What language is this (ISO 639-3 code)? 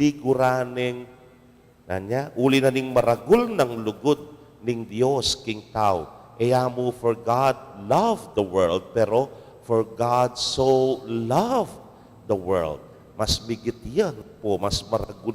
pam